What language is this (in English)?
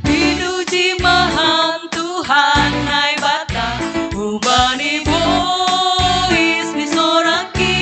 Batak Simalungun